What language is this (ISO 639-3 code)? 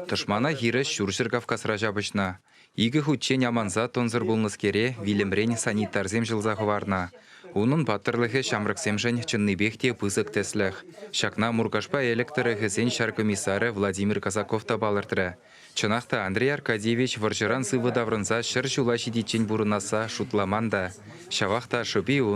chv